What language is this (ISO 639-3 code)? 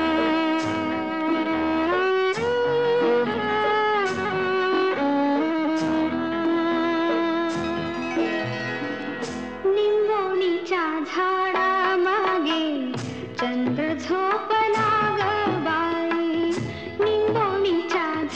mar